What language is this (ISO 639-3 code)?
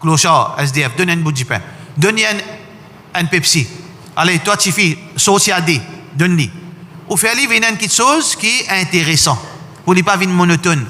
mfe